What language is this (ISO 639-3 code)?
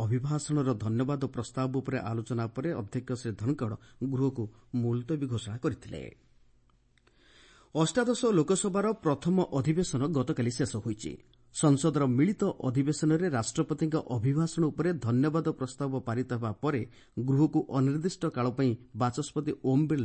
ori